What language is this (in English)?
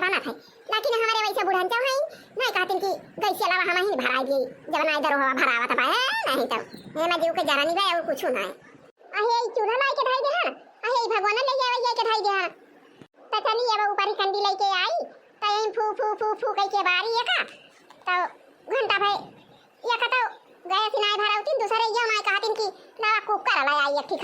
Awadhi